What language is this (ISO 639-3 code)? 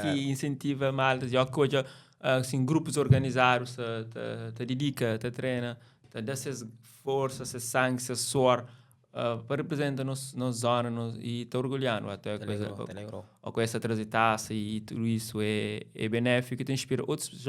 kea